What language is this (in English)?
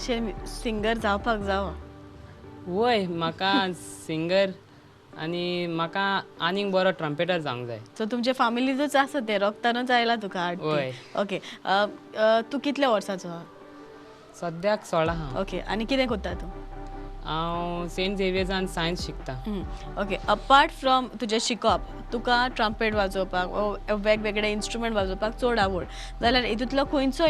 Konkani